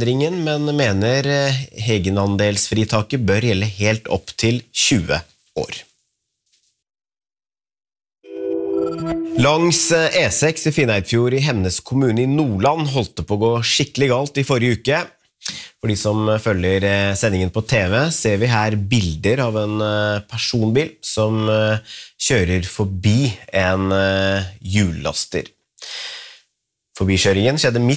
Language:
Norwegian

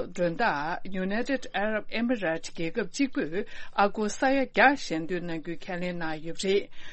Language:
Tibetan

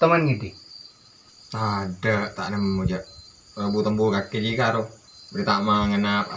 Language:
Madurese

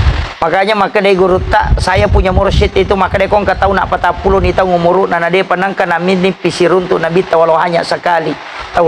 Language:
Buginese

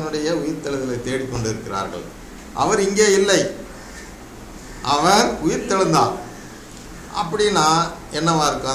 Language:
Tamil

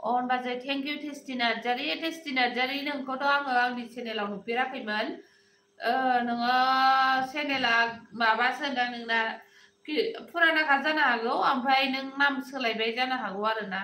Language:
Bodo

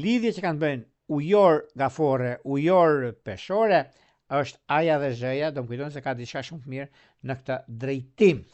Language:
Albanian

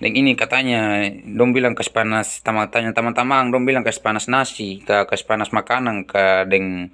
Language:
Ambonese Malay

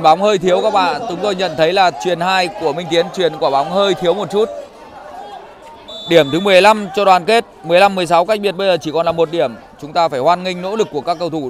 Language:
Vietnamese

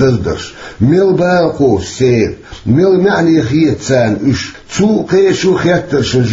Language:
Chechen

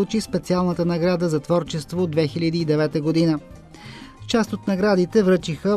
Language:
Bulgarian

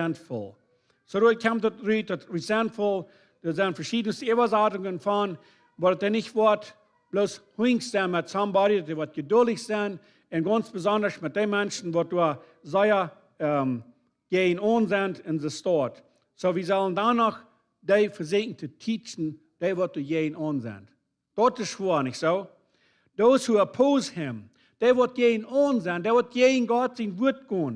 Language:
Plautdietsch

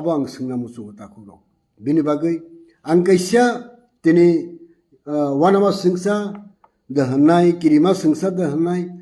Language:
Kok Borok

